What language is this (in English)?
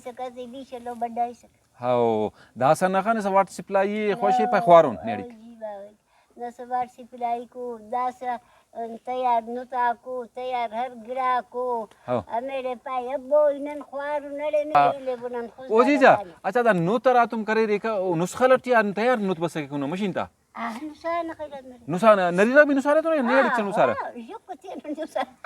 Brahui